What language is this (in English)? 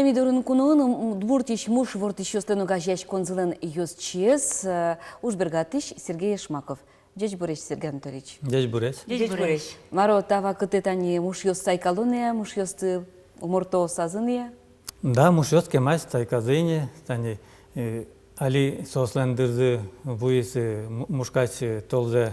Udmurt